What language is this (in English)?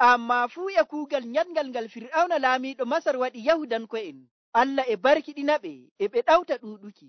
Nigerian Fulfulde